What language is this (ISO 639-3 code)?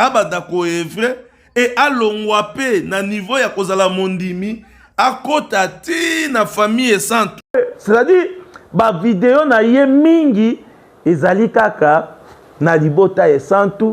lin